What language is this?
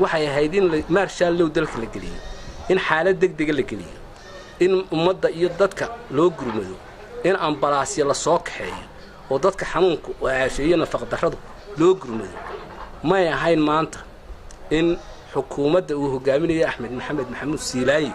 Somali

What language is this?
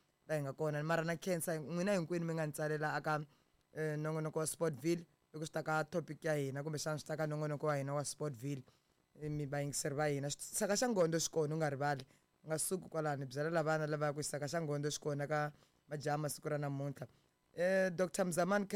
Tsonga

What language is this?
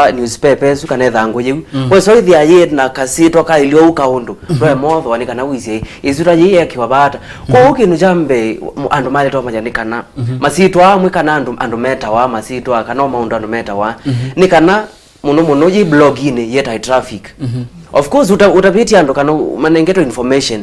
Kamba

